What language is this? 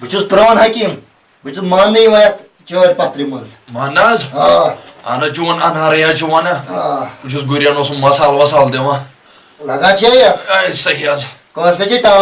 Kashmiri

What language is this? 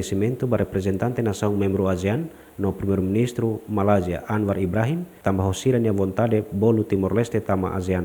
Tetum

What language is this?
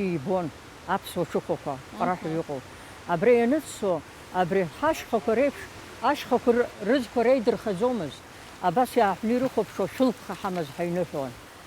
Abkhazian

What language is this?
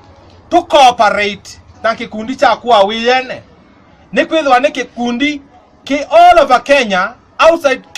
Kamba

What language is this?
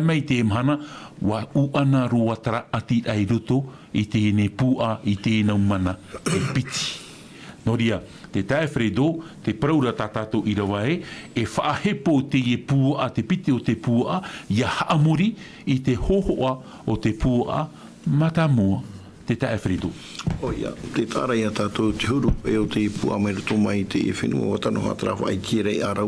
Tahitian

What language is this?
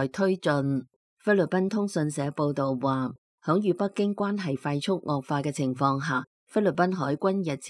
Cantonese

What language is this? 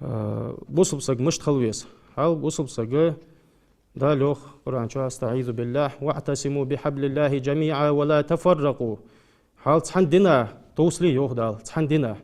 Ingush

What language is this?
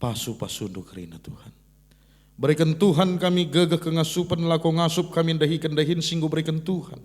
Batak Karo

